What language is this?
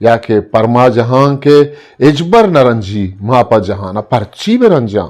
Eastern Balochi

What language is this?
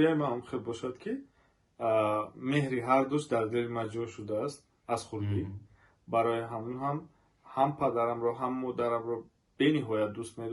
Tajik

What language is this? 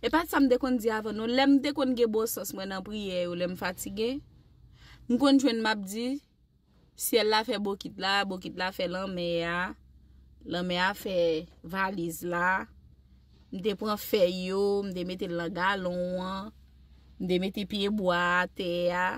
Haitian Creole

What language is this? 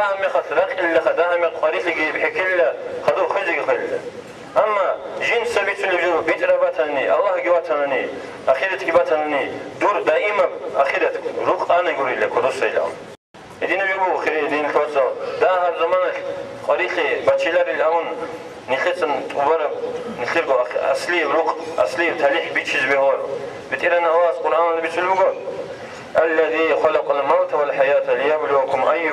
Avaric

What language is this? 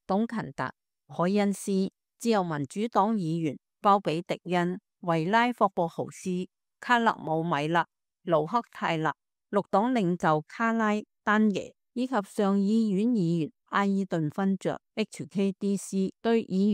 Cantonese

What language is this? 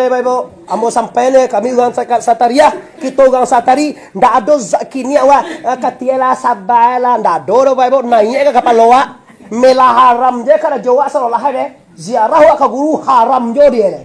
Minangkabau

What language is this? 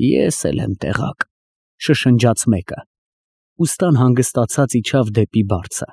Armenian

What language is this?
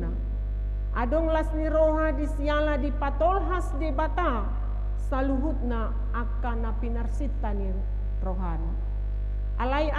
Batak Toba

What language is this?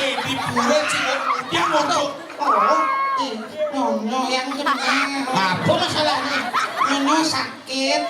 Balinese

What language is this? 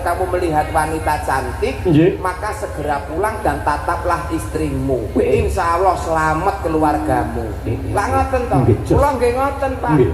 Javanese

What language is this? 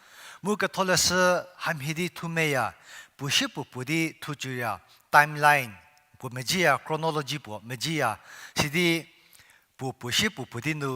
Angami Naga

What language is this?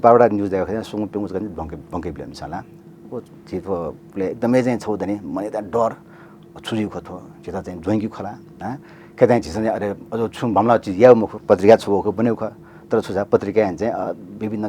Newari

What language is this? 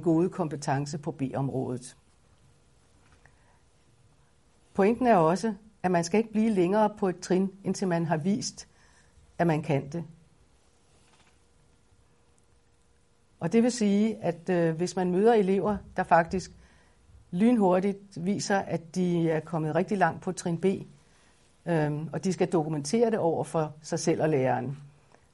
Danish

